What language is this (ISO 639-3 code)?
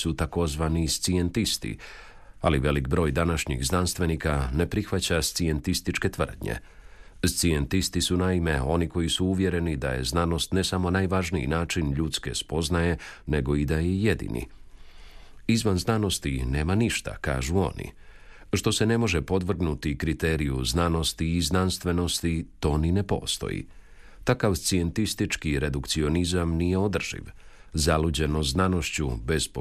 hrv